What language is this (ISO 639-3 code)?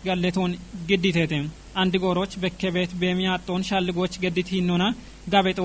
kbr